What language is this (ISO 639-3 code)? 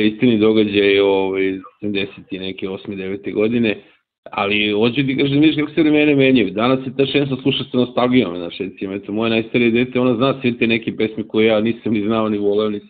srp